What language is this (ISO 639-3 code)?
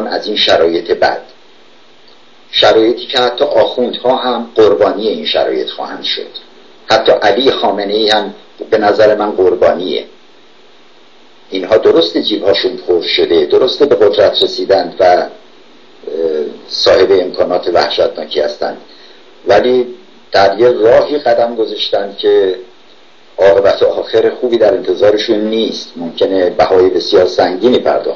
fas